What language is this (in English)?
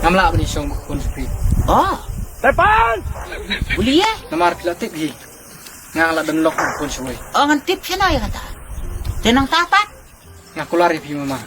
Khasi